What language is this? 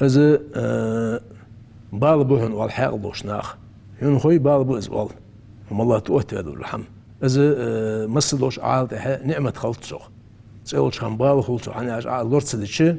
Ingush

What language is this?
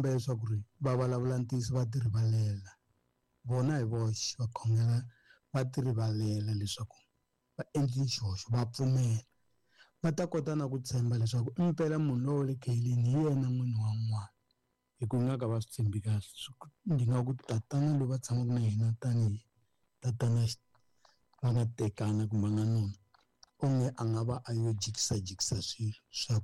Tsonga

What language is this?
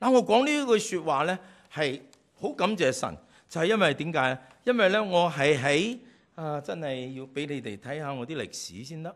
Cantonese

